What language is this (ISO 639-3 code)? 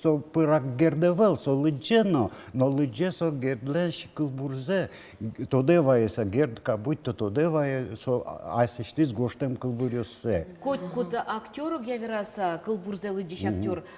udm